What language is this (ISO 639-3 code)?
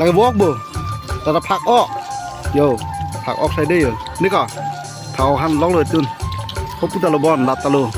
mjw